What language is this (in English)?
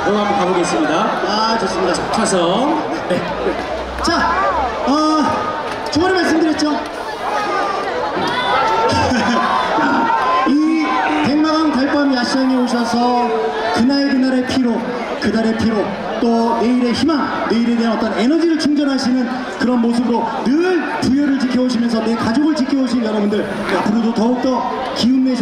Korean